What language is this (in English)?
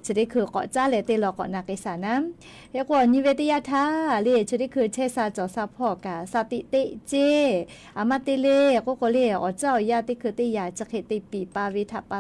Lahu